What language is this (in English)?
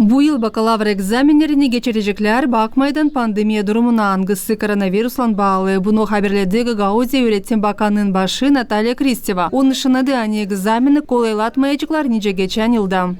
Gagauz